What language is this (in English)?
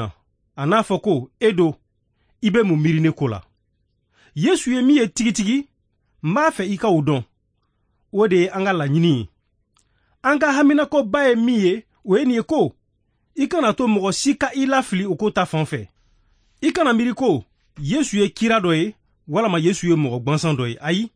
Bambara